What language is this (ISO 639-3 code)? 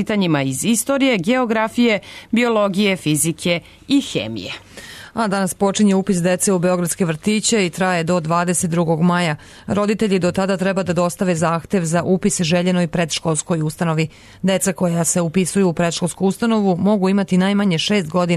srp